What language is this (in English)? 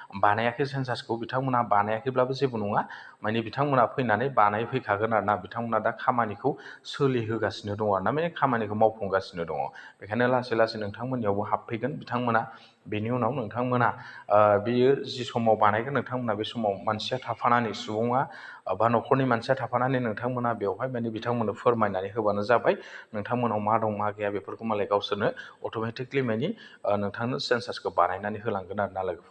Bodo